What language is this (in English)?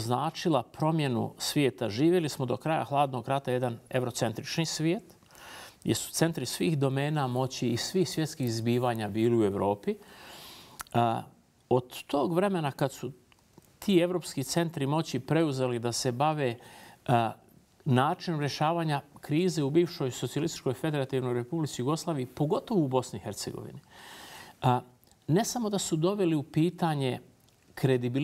Bosnian